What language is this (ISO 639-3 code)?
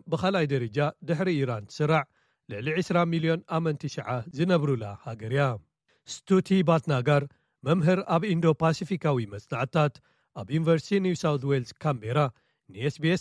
tir